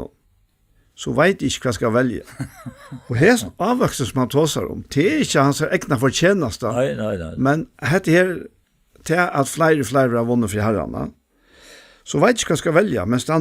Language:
Faroese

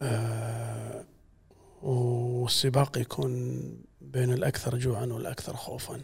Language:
Gulf Arabic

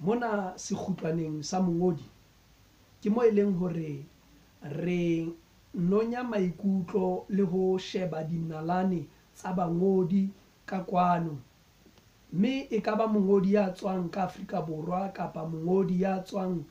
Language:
Southern Sotho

